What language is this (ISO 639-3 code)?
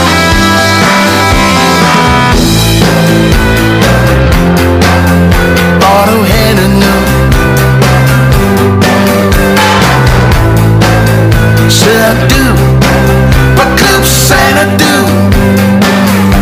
dan